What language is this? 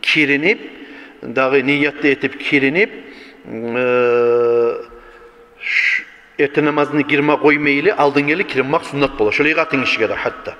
Kumyk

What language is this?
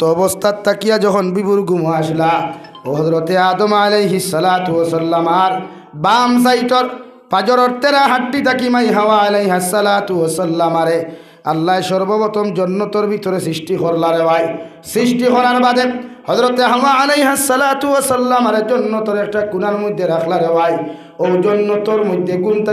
Sylheti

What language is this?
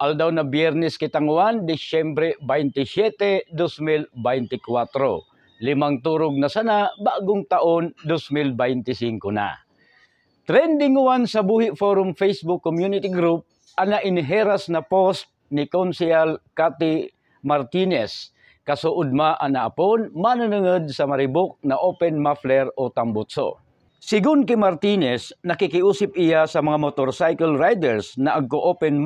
Buhi'non Bikol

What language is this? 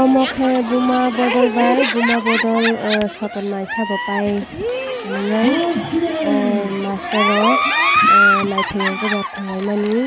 Kok Borok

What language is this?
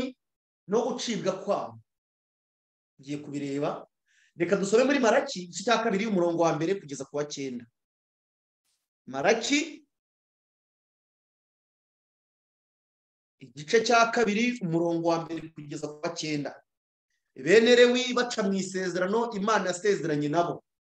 Kinyarwanda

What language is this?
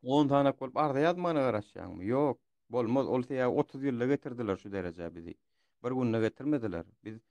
Turkmen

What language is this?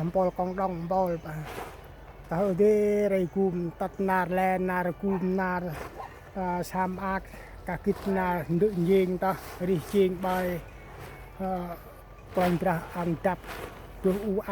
Central Mnong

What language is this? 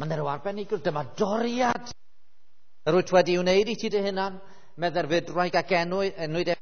Welsh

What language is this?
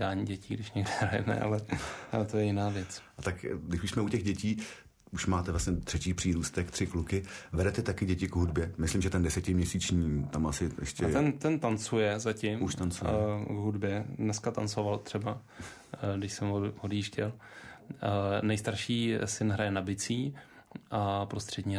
Czech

